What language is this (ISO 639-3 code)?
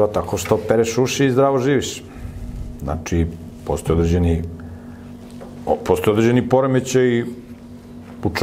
srp